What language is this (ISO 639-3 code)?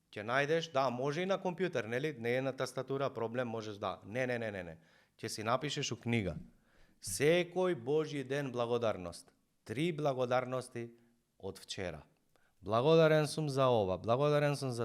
mkd